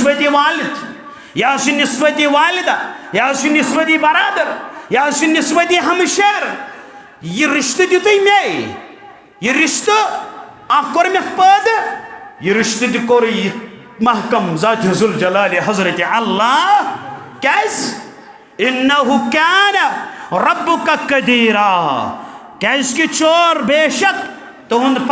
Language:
Kashmiri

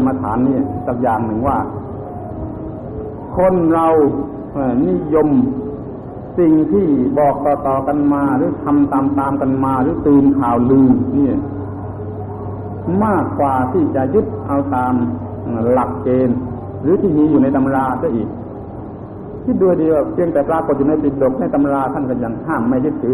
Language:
Thai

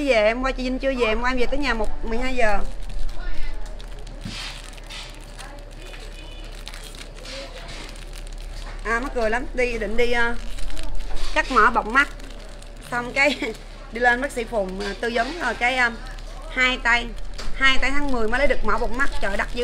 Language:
Vietnamese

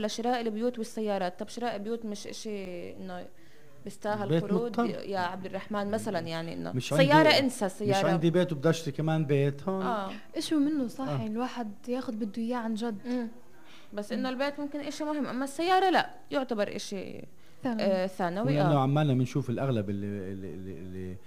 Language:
North Levantine Arabic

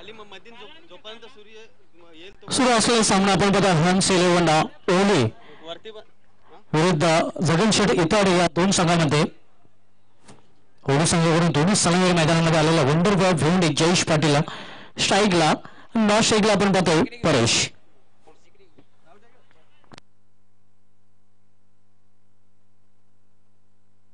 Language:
Marathi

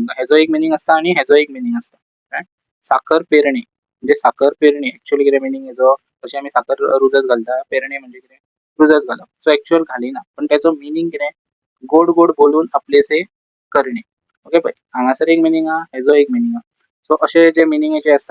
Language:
Konkani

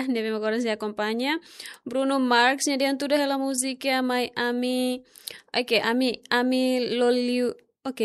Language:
Tetum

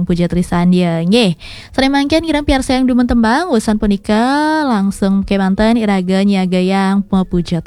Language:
Balinese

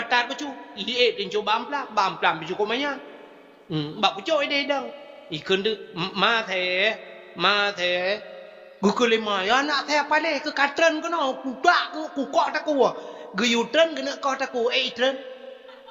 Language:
Achinese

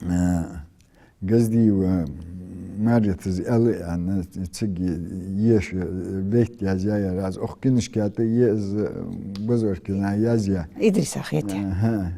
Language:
Ingush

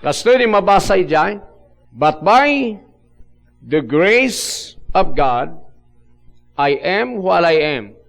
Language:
Iloko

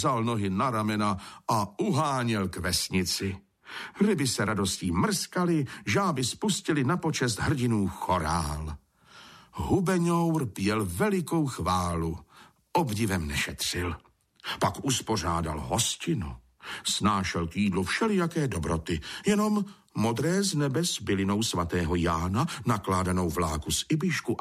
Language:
Czech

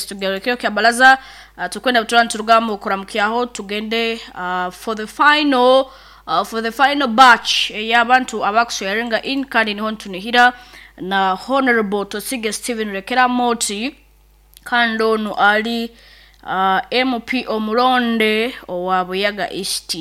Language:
Nyoro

